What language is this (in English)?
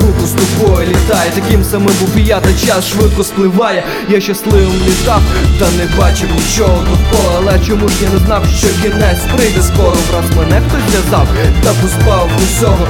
Ukrainian